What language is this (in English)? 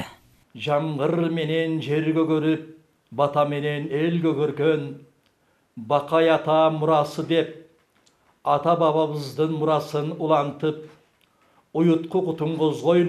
Kyrgyz